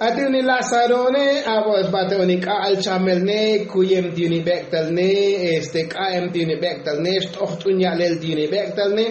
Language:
Tzotzil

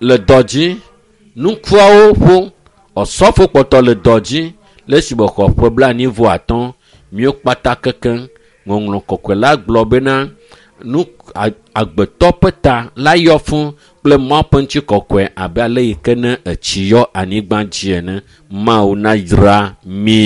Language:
Ewe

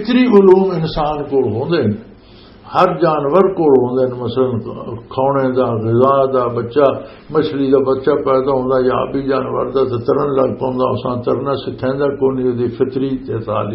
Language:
Western Panjabi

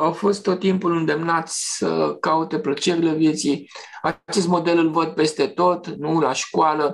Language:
Romanian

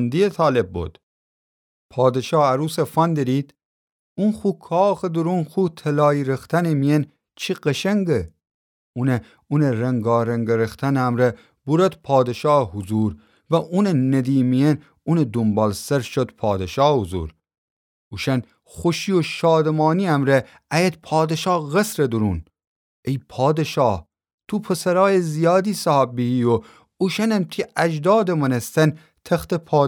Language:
Gilaki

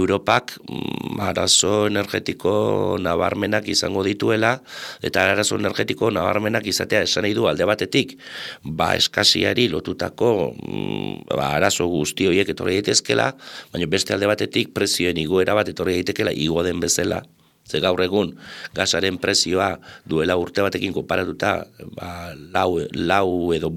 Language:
Basque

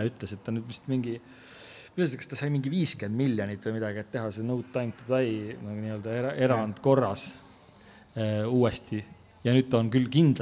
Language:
Estonian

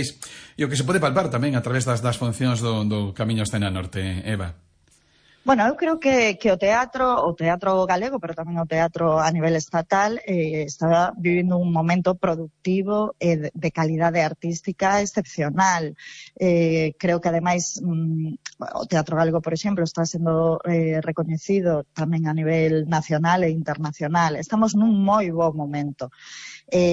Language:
Galician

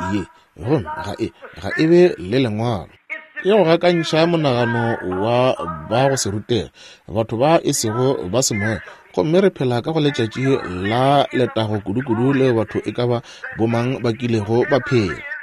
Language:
Northern Sotho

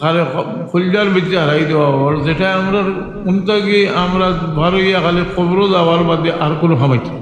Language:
Sylheti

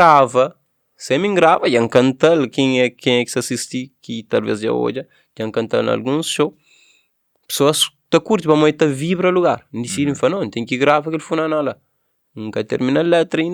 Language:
Kabuverdianu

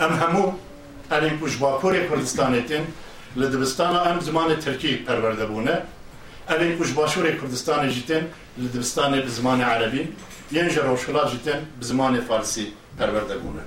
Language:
Kurdish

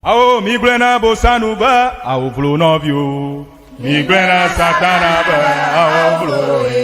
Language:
Ewe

